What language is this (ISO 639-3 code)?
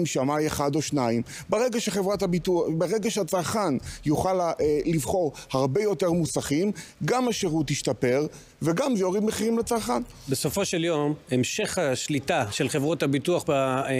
heb